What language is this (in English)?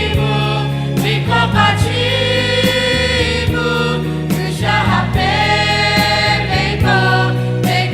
Lahu